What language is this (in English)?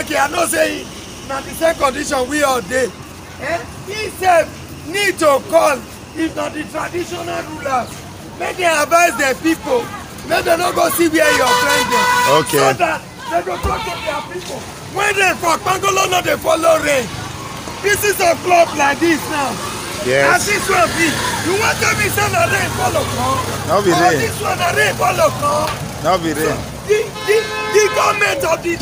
Nigerian Pidgin